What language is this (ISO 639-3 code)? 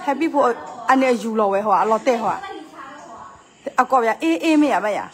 ksw